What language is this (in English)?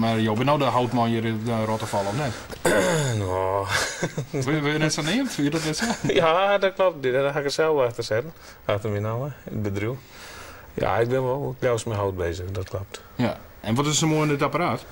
Western Frisian